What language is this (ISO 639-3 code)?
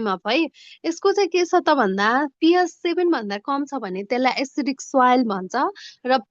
nep